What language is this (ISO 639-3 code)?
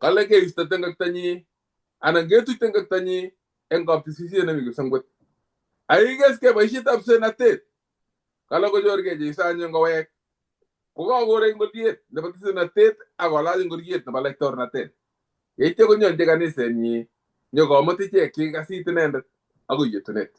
kln